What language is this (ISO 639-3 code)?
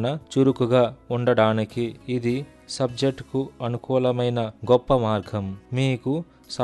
tel